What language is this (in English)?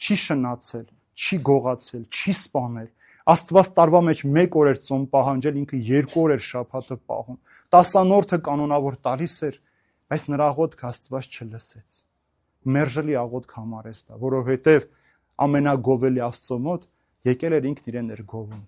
Armenian